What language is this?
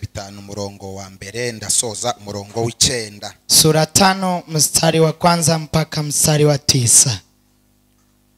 Kinyarwanda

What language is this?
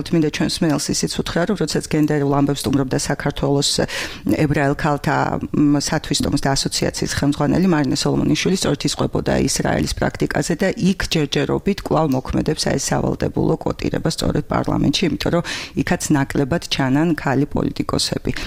Georgian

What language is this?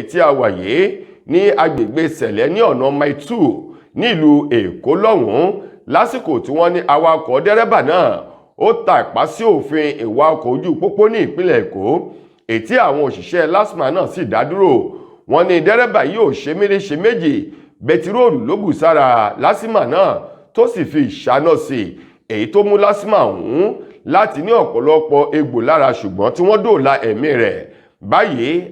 Yoruba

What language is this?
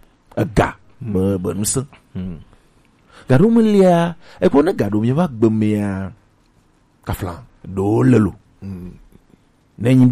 Gen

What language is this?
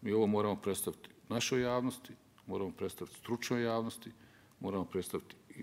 Bosnian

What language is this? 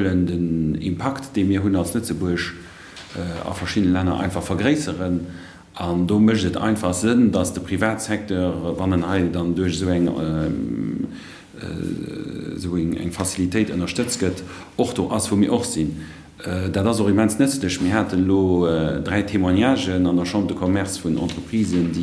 Luxembourgish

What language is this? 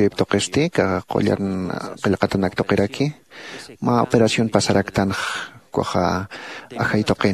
Aymara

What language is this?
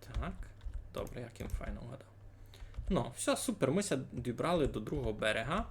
Rusyn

